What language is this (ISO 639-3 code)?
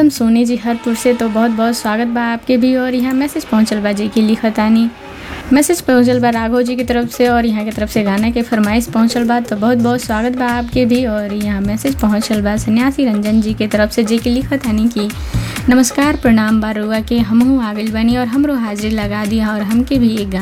bho